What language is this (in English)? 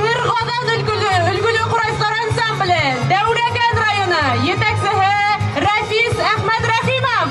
Bashkir